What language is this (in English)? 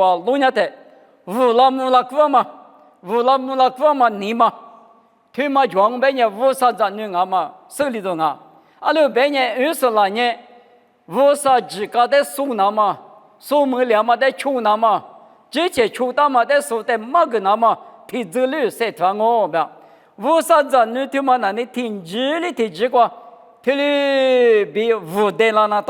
Lisu